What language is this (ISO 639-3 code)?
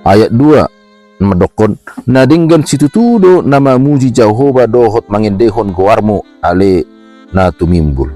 bbc